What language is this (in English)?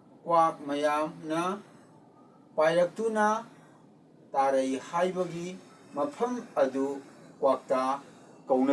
Manipuri